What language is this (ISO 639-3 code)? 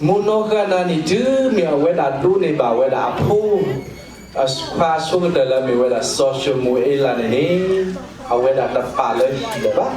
ksw